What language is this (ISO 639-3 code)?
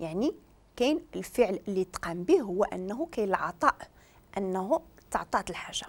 ary